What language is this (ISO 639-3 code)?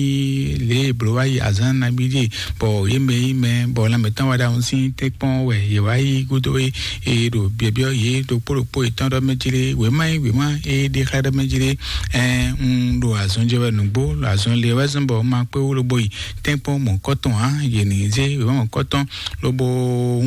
fon